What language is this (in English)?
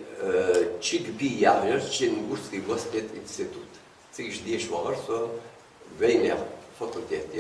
Ingush